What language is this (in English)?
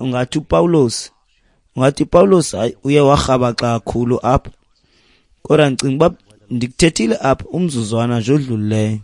Xhosa